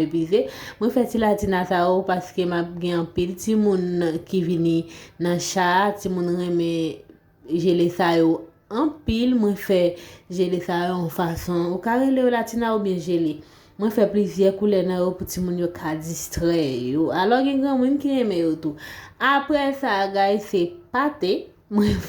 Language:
Haitian Creole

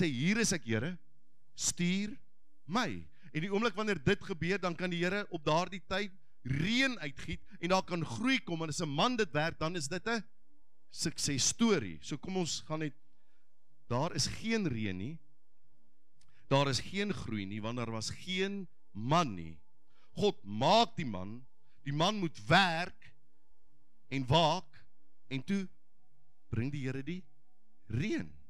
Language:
Afrikaans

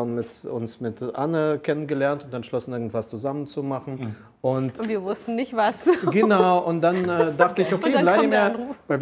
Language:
German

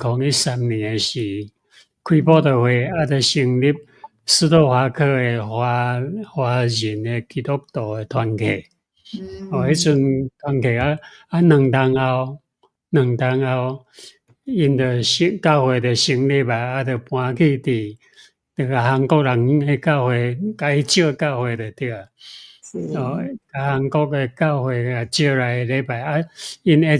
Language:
Min Nan Chinese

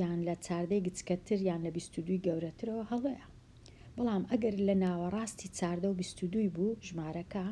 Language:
Central Kurdish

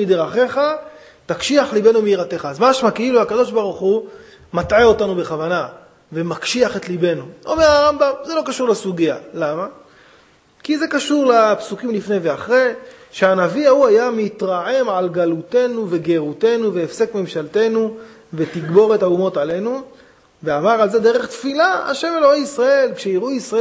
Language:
Hebrew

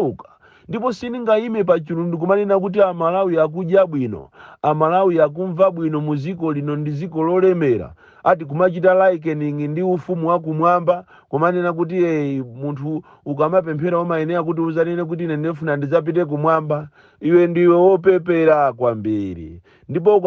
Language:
Nyanja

